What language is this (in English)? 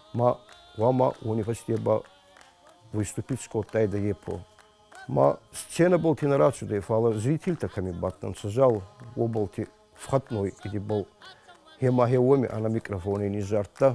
Ossetic